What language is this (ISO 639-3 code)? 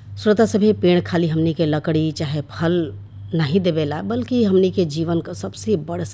bho